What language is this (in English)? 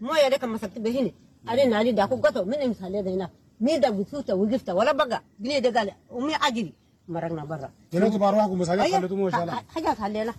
Sudanese Arabic